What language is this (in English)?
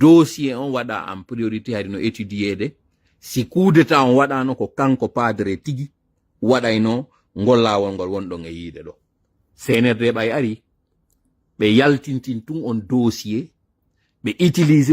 Pular